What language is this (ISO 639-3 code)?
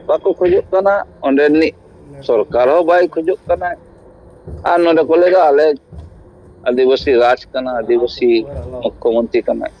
sat